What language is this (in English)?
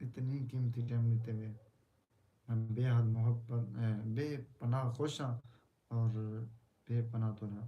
Saraiki